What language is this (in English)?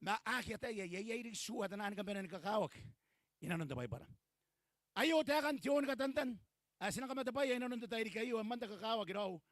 Gilbertese